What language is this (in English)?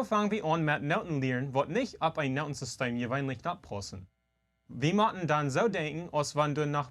Plautdietsch